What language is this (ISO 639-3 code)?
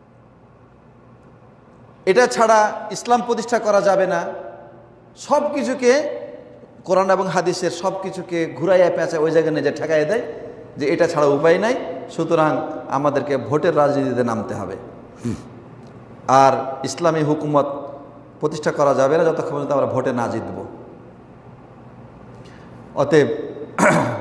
ben